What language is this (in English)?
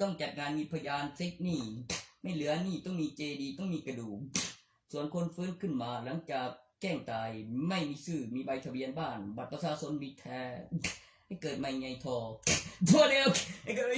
Northeastern Thai